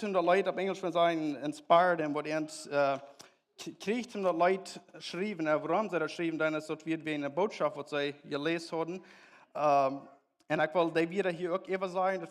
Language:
Plautdietsch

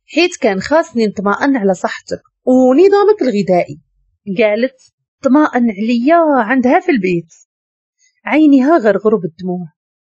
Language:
Moroccan Arabic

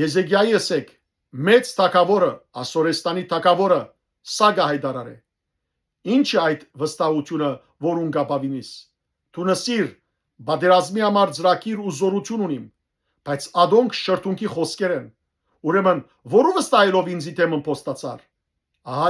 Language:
Western Armenian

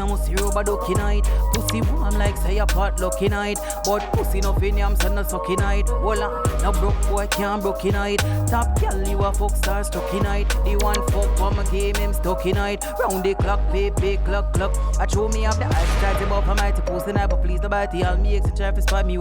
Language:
Jamaican Creole English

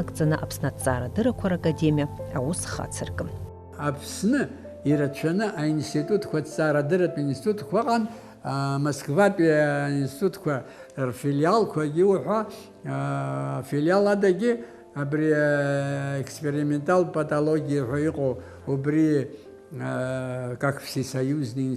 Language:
Abkhazian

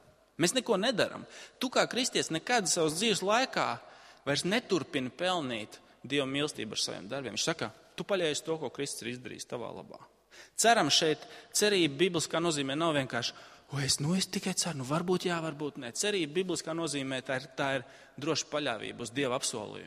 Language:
Latvian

